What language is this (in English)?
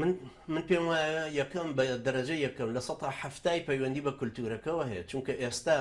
Central Kurdish